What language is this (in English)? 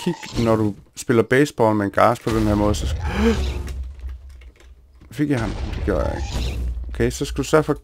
Danish